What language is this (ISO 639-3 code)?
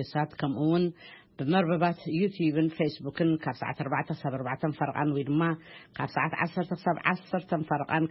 tir